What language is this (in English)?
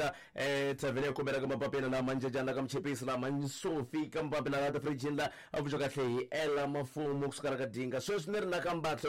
Tsonga